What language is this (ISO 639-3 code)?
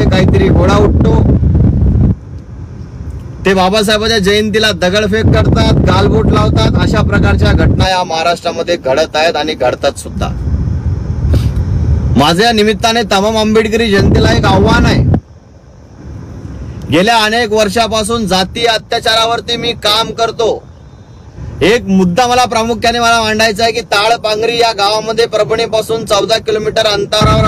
mar